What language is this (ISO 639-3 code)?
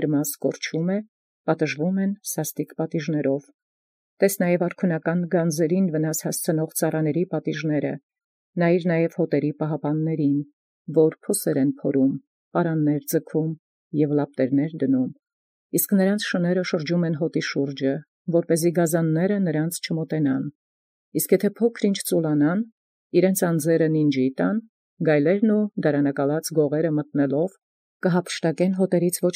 hye